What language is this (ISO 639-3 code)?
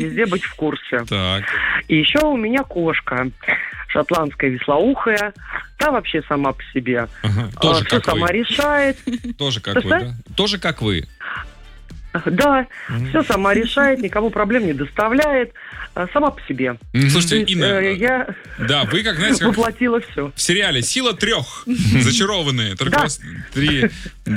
rus